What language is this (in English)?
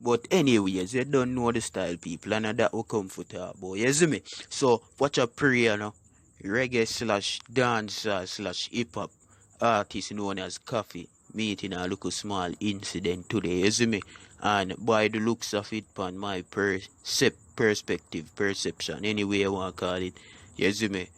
Jamaican Creole English